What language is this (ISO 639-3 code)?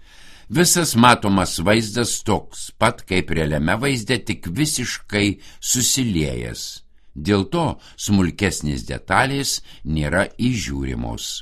lit